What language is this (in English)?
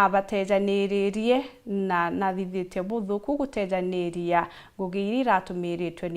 Meru